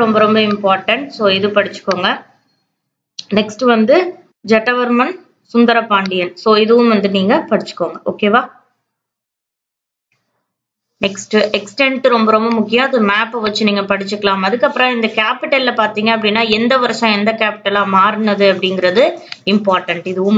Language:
Tamil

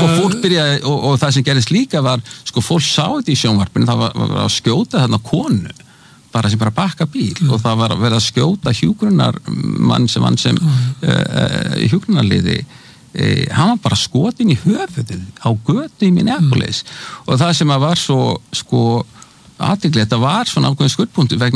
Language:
Icelandic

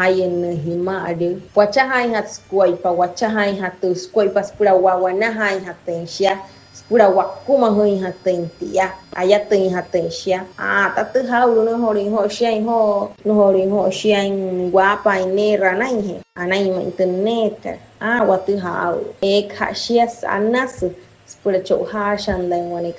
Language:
Wayuu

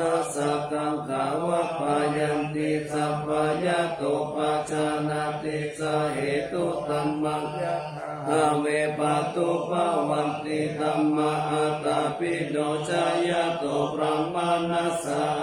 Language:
Pali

